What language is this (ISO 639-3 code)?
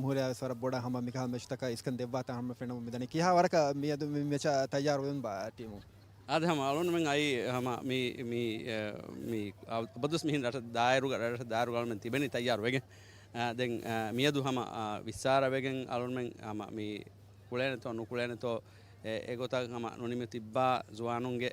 div